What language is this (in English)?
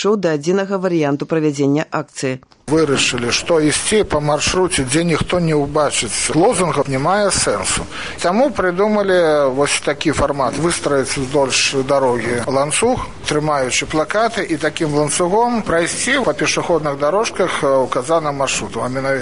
Belarusian